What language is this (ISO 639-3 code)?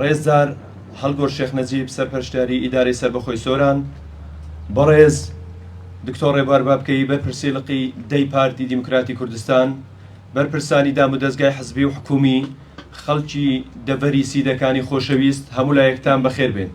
ckb